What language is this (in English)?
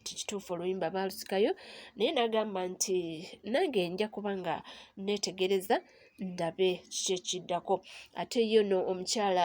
Ganda